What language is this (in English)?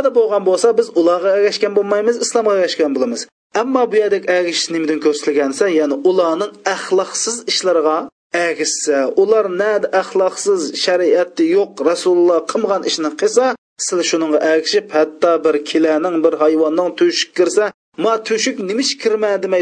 Uyghur